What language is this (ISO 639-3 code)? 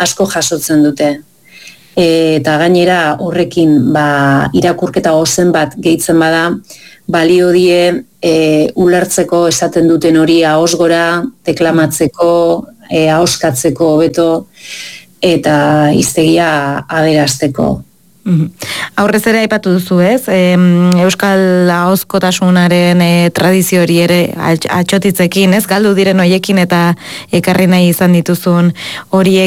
eus